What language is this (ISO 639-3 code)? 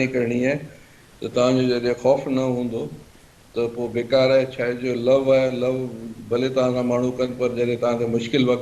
snd